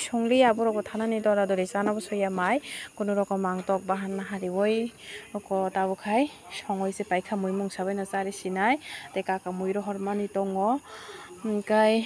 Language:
Kok Borok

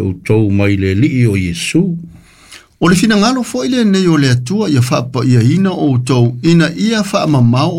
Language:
Samoan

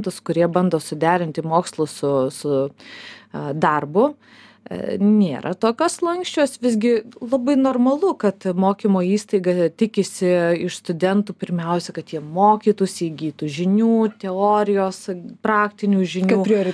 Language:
Lithuanian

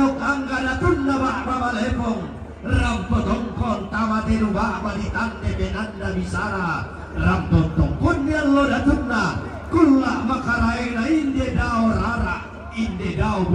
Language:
Toraja-Sa'dan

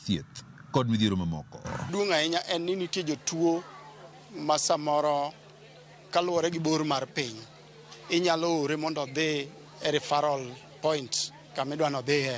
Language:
Luo (Kenya and Tanzania)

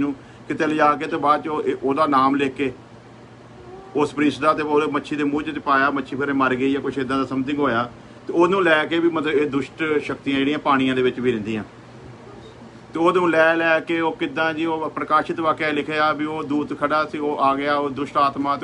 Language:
Punjabi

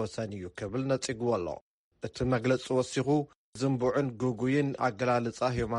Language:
Tigrinya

